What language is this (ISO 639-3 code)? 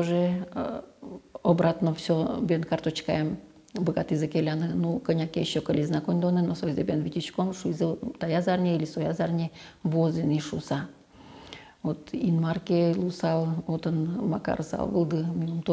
udm